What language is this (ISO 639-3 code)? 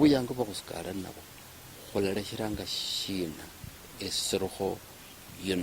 luy